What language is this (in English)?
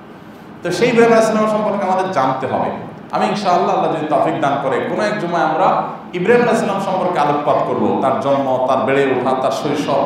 Bangla